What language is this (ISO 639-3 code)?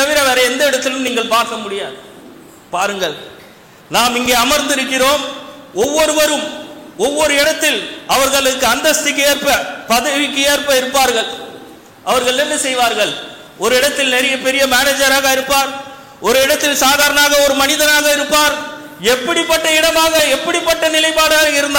tam